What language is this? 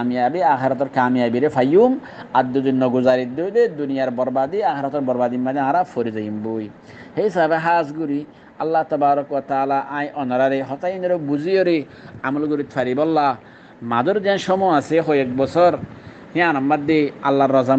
Rohingya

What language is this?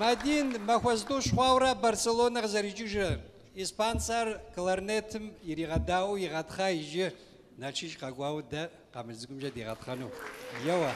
Kabardian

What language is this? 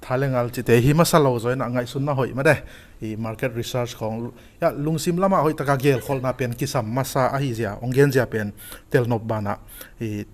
Tedim Chin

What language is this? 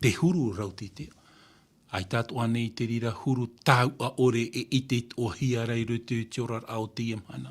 Tahitian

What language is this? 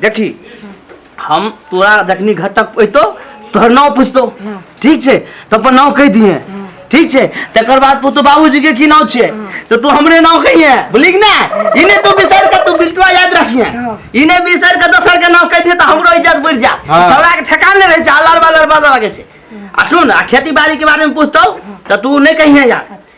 Maithili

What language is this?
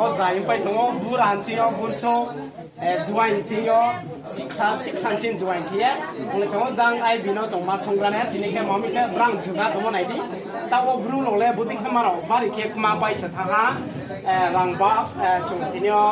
Riang (India)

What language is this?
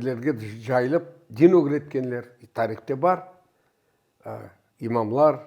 Crimean Tatar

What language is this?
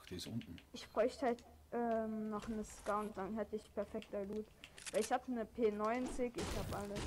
Bavarian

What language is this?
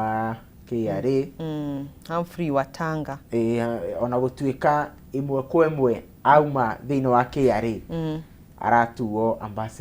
Kikuyu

